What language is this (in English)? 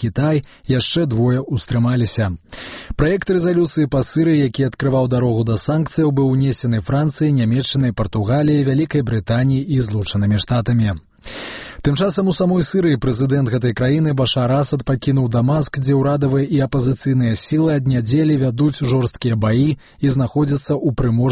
Belarusian